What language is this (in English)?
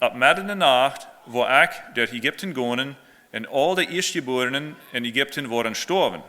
Plautdietsch